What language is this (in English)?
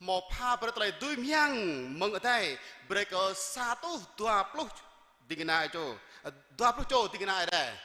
Jarai